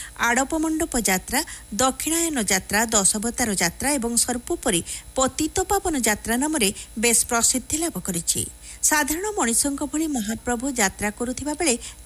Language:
Odia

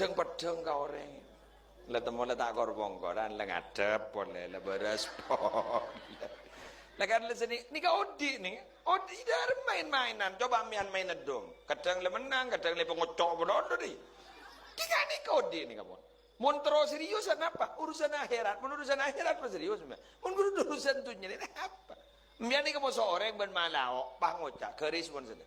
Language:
Madurese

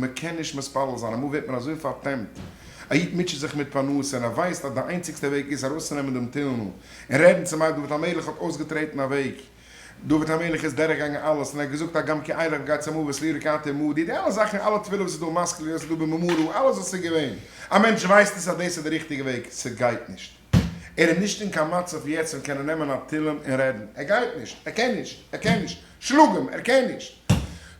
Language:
Yiddish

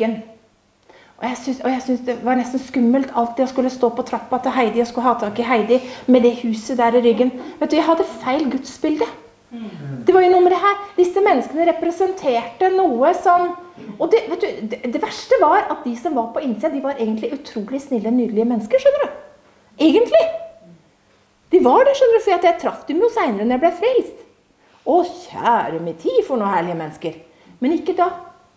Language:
Norwegian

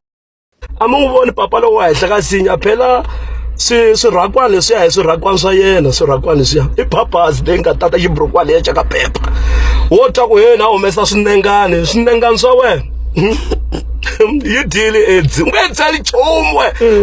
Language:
Tsonga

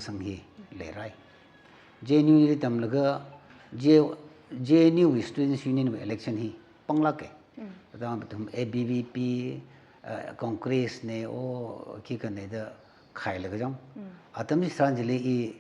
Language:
Tangkhul Naga (India)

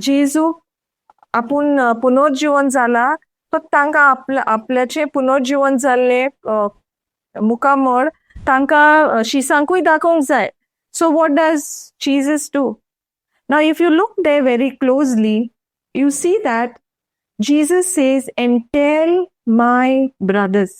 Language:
Konkani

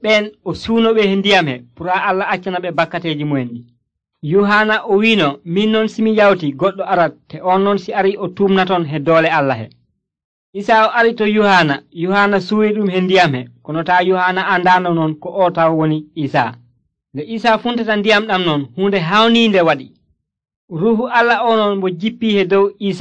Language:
Nigerian Fulfulde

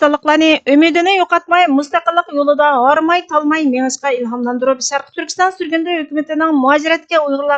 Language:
Uyghur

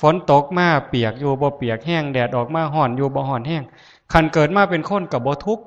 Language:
Lao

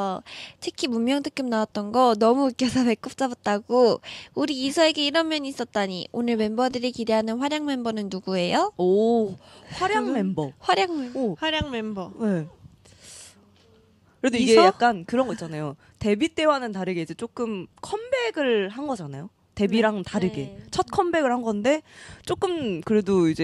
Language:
Korean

